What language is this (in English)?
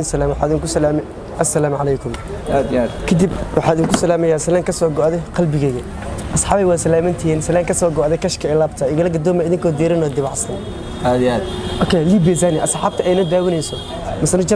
Somali